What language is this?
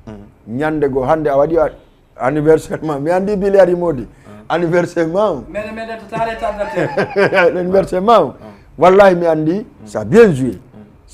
Fula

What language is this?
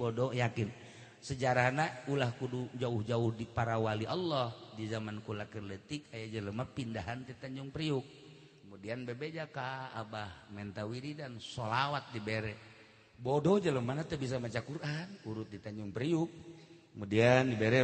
Sundanese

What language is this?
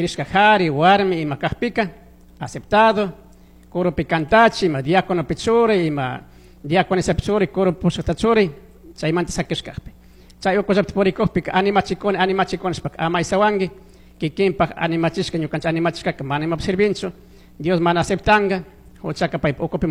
Chimborazo Highland Quichua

